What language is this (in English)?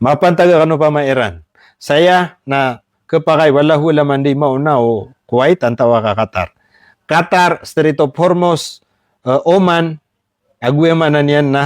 Maranao